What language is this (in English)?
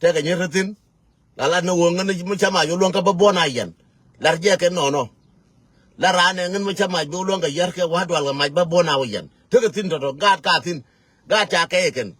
Nuer